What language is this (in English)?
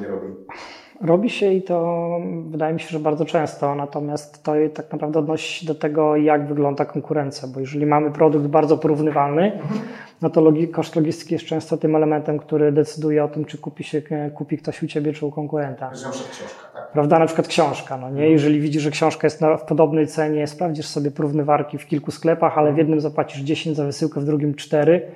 Polish